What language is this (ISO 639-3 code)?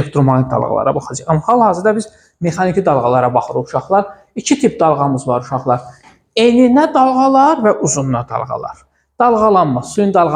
aze